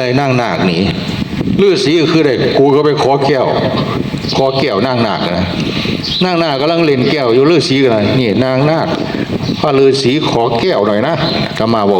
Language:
Northeastern Thai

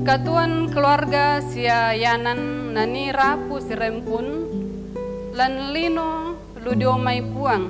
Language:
Toraja-Sa'dan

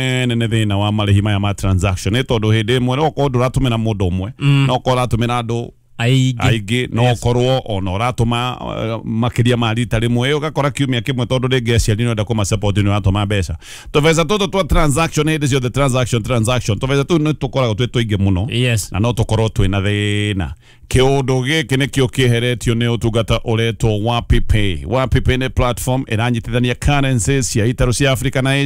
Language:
Kikuyu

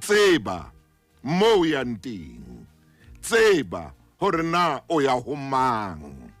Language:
Southern Sotho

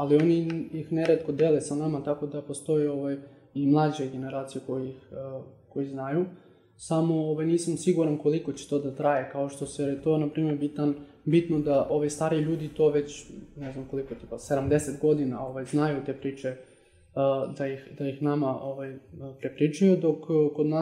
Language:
Serbian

